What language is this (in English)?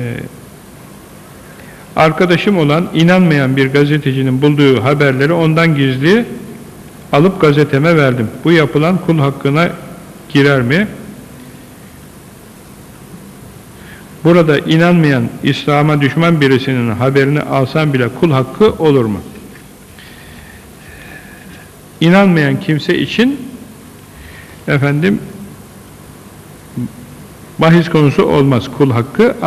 Turkish